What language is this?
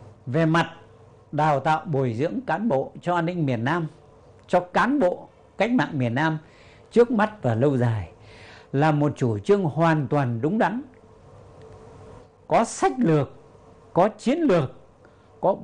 Vietnamese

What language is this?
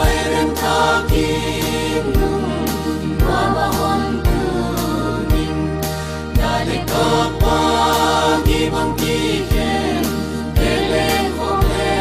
Paite Chin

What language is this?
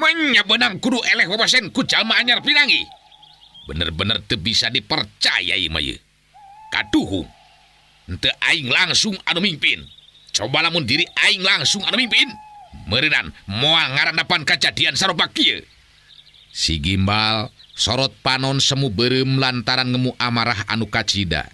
Sundanese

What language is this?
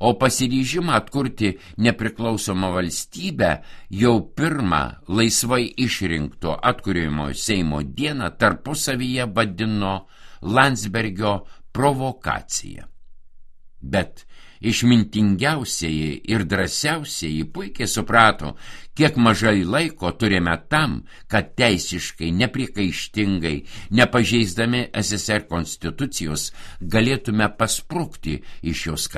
Lithuanian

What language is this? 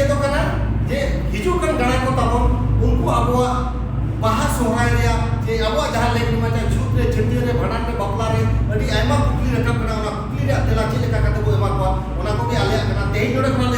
Santali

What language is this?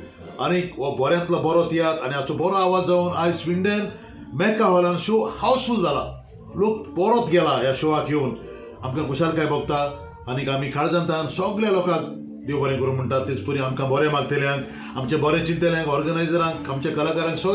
Konkani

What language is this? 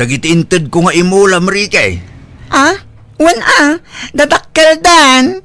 Iloko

